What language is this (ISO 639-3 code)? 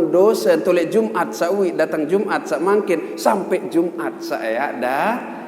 sas